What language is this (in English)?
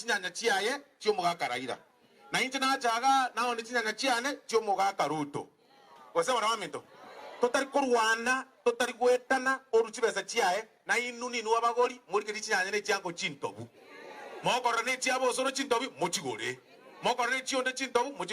Gusii